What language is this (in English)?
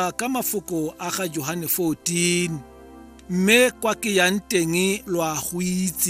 Tswana